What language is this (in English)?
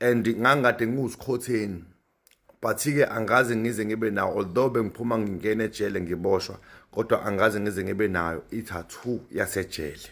Zulu